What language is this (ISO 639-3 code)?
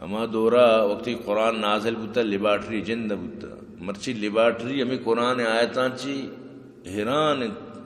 bgp